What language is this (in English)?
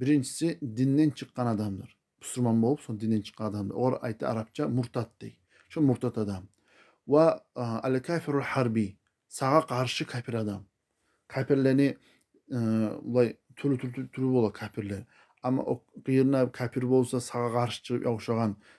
Kumyk